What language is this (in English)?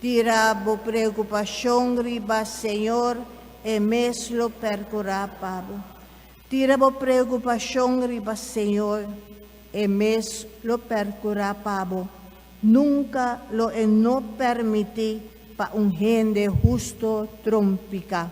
Papiamento